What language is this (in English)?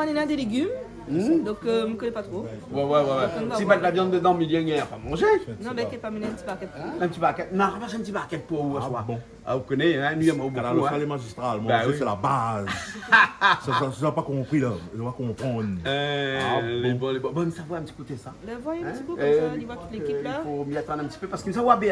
Réunion Creole French